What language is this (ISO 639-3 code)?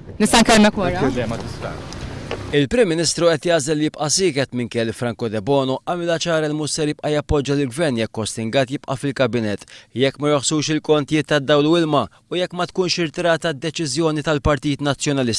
mlt